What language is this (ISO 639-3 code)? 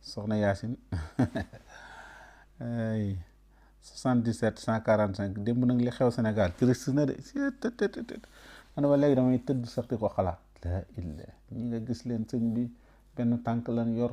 wol